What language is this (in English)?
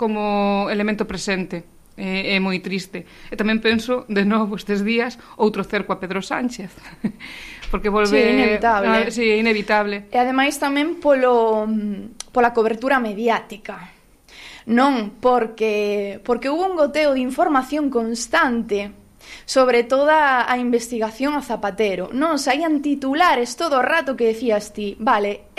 Galician